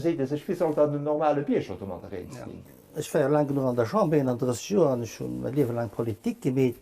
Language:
Luxembourgish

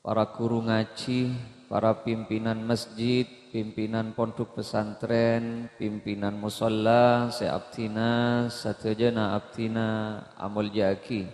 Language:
Madurese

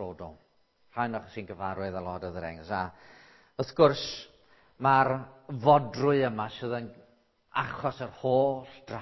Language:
Welsh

